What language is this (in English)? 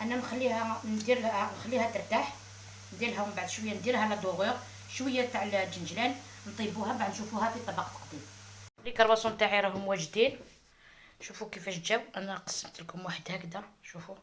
Algerian Arabic